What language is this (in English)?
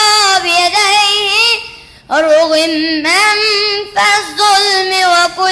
Egyptian Arabic